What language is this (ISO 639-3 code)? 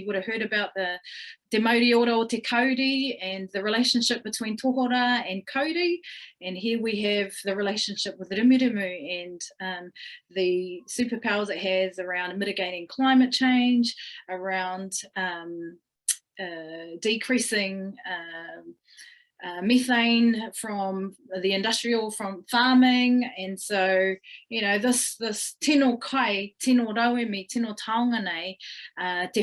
mri